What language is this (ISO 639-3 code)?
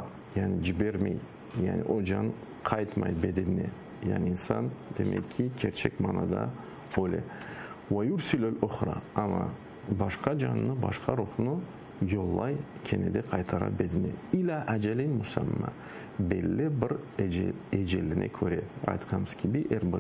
crh